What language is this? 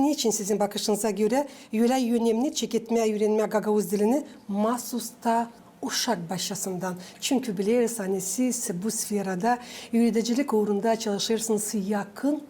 Gagauz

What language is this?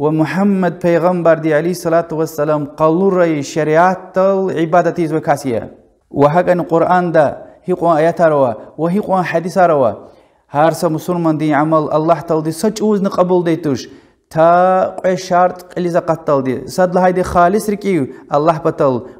Lezghian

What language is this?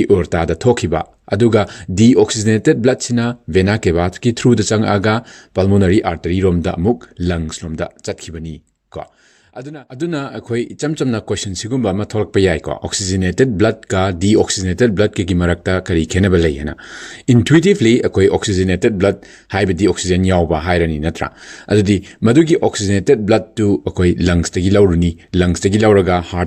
Manipuri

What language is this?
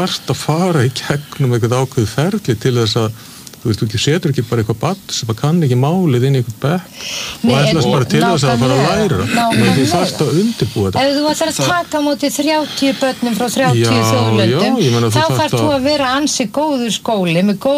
Icelandic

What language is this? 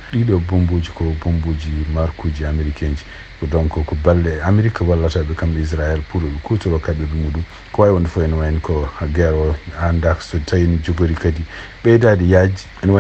Fula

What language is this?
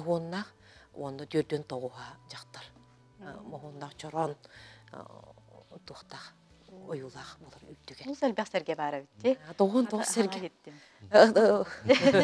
Yakut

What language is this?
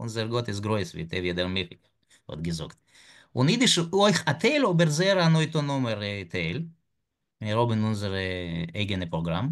Yiddish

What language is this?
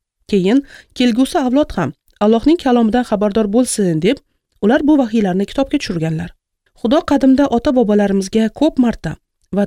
Uzbek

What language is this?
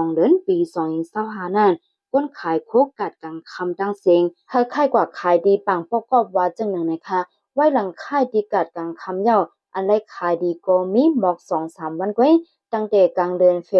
Shan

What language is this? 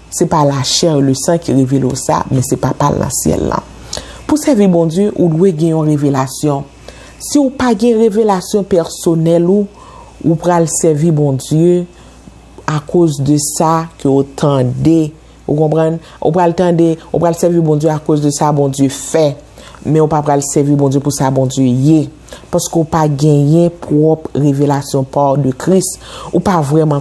Haitian Creole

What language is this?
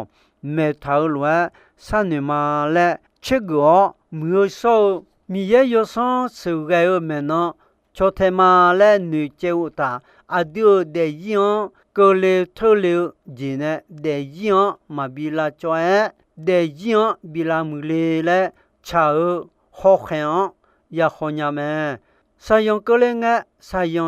Akha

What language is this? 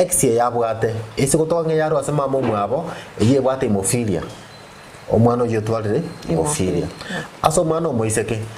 Gusii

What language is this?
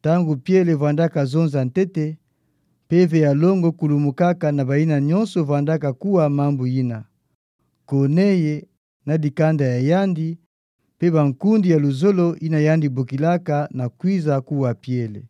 Kituba (Democratic Republic of Congo)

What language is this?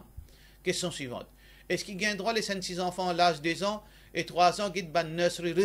Morisyen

